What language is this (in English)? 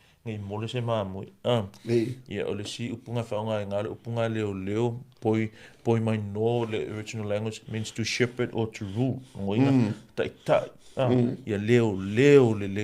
Samoan